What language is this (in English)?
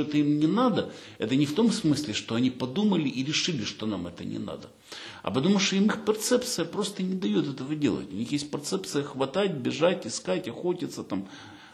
Russian